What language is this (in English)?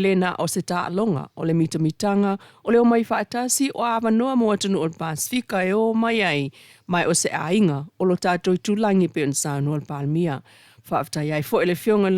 Samoan